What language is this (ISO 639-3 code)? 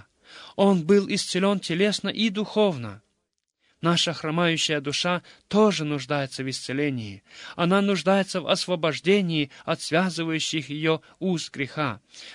rus